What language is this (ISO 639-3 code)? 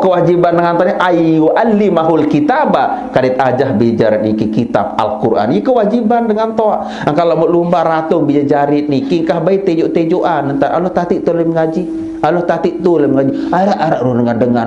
sas